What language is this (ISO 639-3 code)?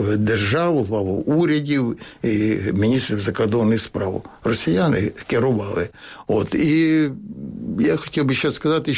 ukr